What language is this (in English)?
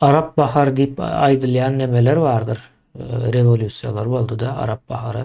Turkmen